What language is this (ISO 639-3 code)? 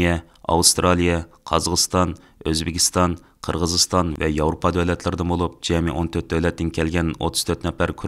uig